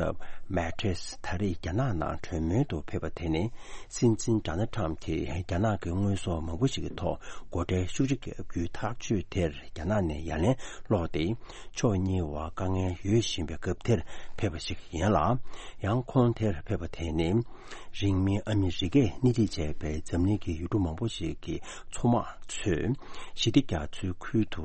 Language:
Tibetan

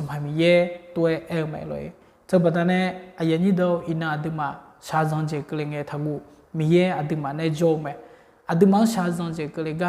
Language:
Akha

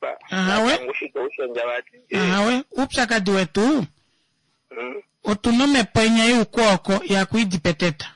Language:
Kuanyama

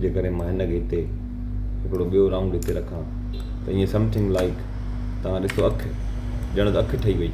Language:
Sindhi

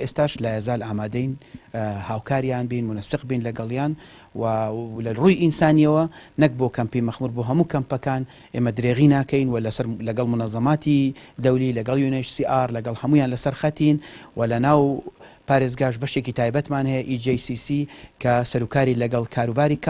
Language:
Central Kurdish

